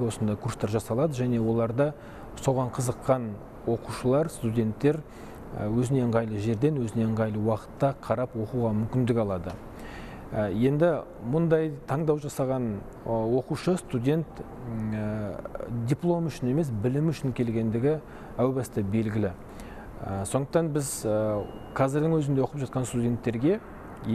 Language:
Kazakh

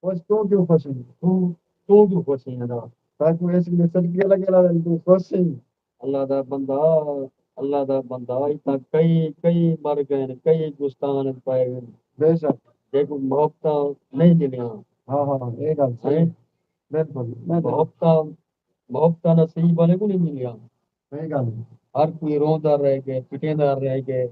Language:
Saraiki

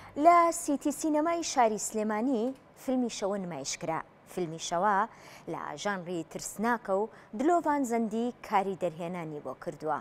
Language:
Central Kurdish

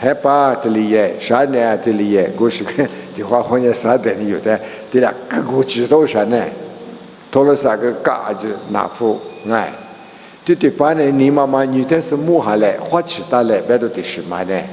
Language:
Lisu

